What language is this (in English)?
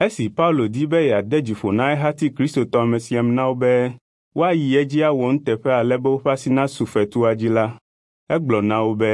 Ewe